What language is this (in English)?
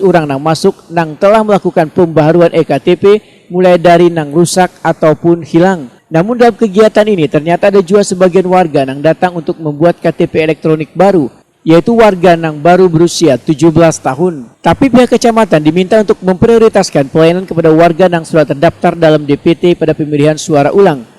Banjar